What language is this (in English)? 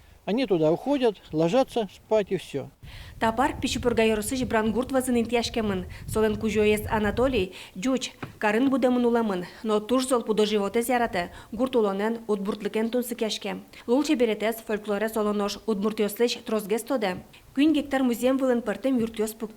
Udmurt